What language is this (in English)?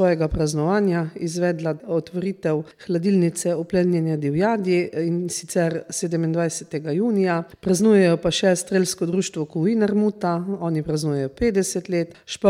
Slovenian